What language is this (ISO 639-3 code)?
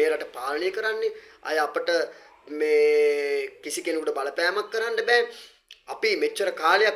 sin